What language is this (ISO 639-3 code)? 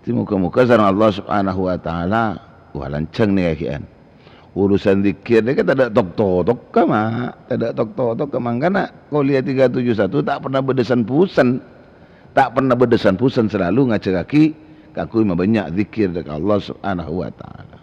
mad